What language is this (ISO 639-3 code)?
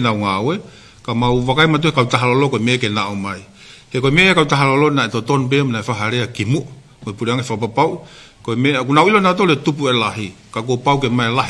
ton